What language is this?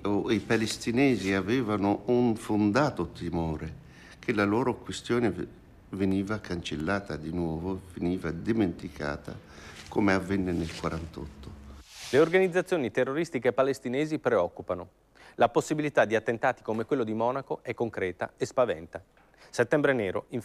Italian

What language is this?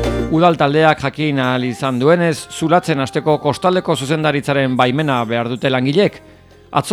Basque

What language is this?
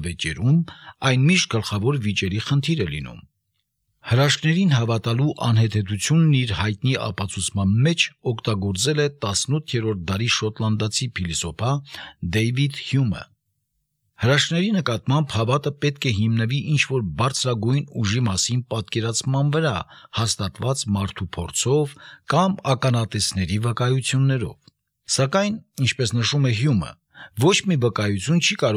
Armenian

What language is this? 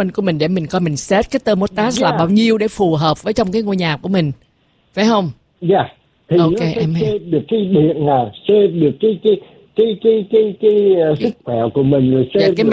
Vietnamese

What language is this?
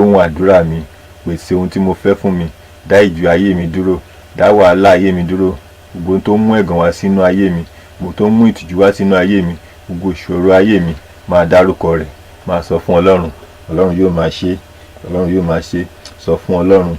Yoruba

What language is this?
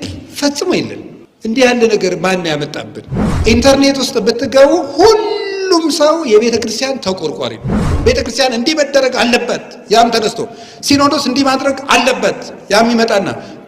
Amharic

